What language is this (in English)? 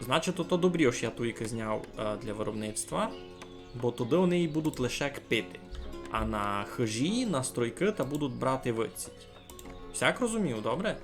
Rusyn